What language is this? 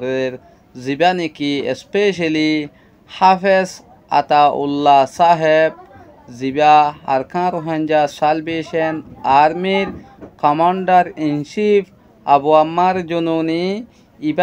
Rohingya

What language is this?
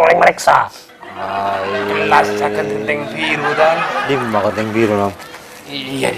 Madurese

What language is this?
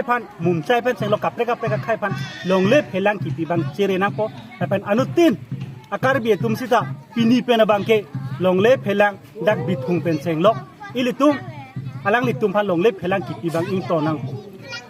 Karbi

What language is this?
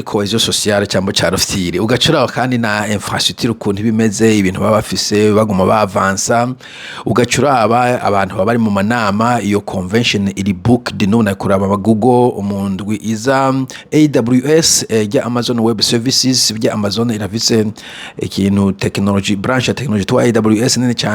Rundi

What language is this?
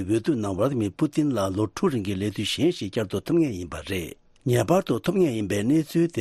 Tibetan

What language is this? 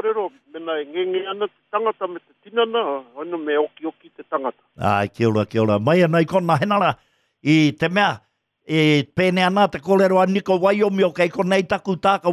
Māori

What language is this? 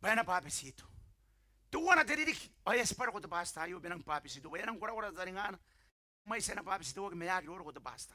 Gilbertese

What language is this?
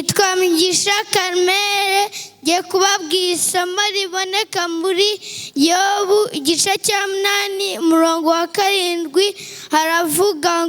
Kinyarwanda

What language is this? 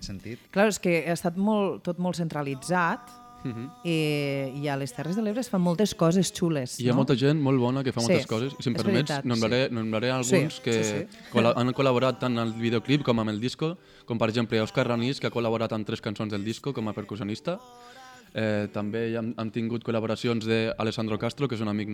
Catalan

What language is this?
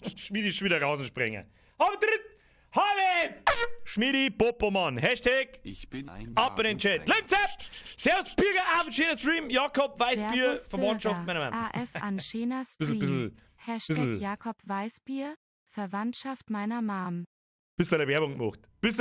Bavarian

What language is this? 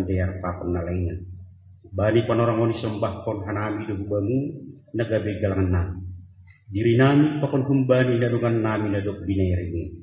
Batak Simalungun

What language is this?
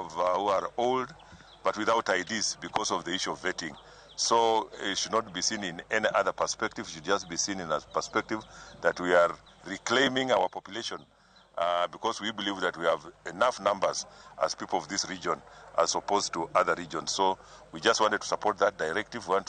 Luo (Kenya and Tanzania)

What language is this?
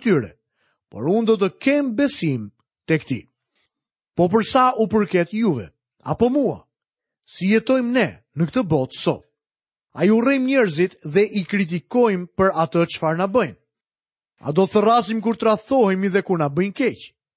Albanian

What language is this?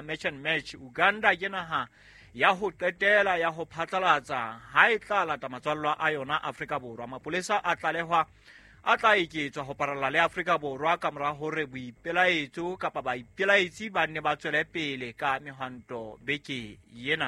Southern Sotho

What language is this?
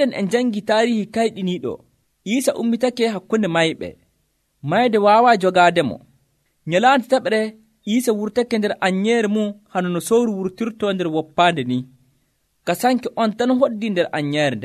Nigerian Fulfulde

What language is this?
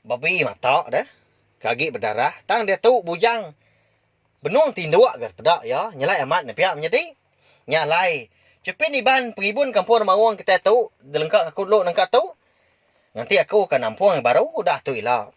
Iban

